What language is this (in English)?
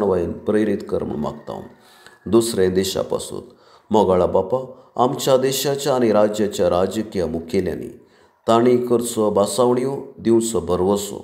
Konkani